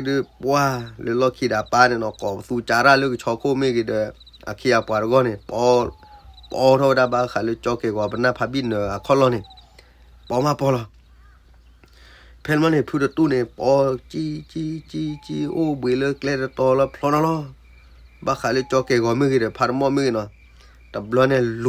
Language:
S'gaw Karen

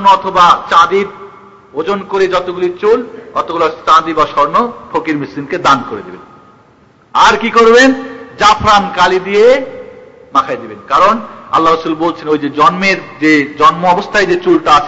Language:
Bangla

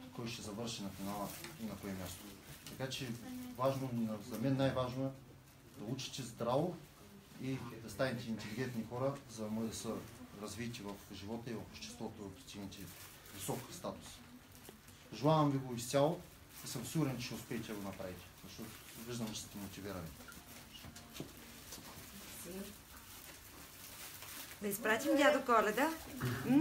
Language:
Bulgarian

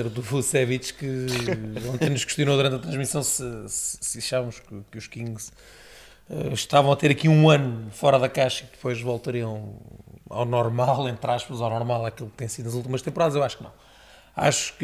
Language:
Portuguese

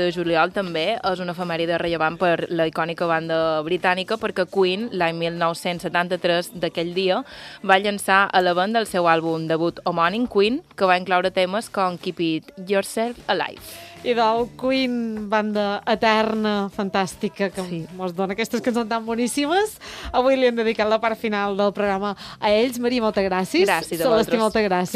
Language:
Catalan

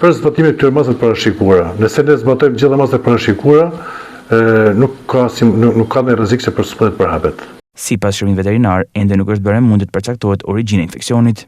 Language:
Albanian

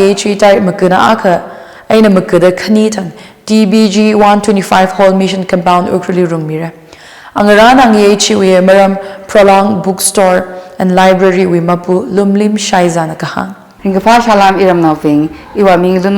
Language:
Tangkhul Naga (India)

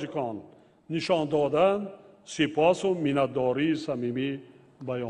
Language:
Tajik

